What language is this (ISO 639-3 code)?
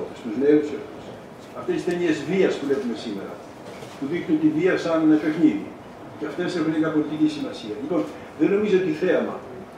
ell